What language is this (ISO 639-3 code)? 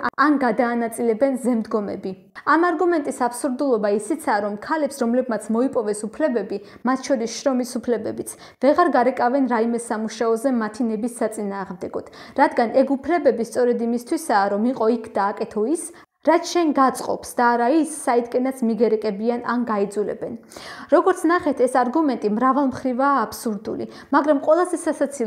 kat